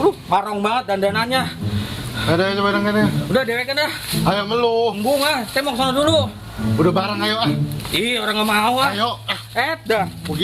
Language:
Betawi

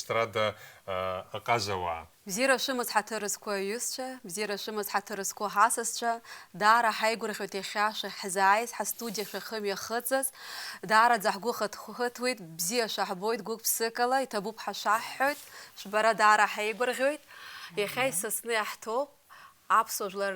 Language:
Abkhazian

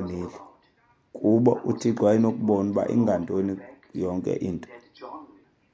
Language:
Xhosa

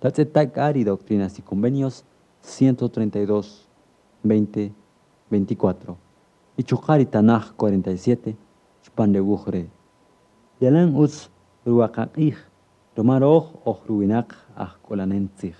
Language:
Kaqchikel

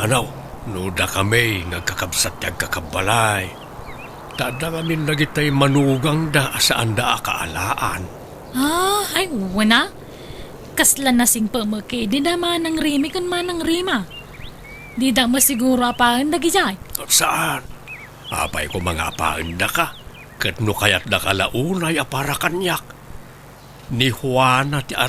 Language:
Iloko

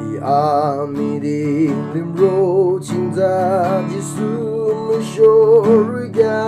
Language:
Yimchungru Naga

